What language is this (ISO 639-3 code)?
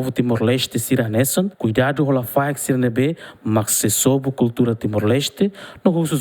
tet